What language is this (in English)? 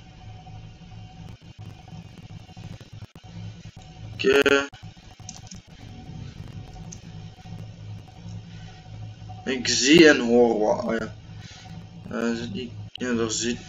Dutch